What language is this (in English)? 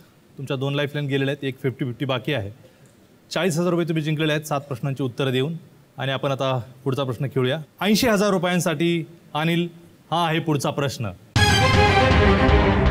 Marathi